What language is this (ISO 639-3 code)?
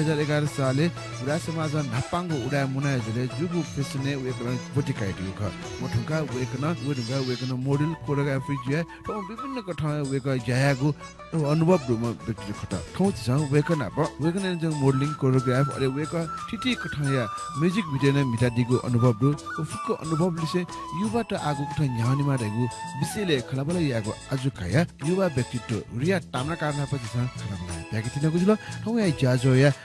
new